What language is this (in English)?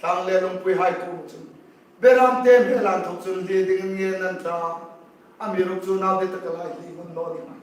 Hmar